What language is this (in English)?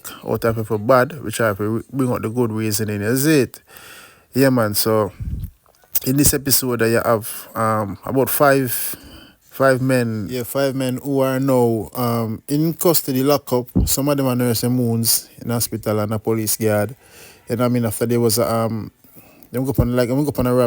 Jamaican Creole English